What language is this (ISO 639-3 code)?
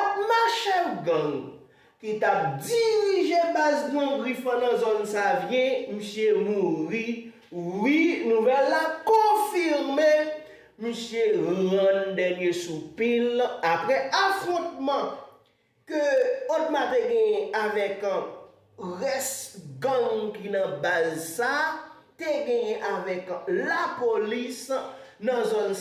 hat